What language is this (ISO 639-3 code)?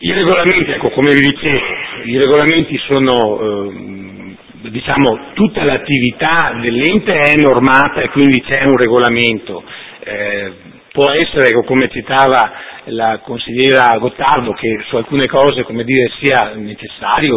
ita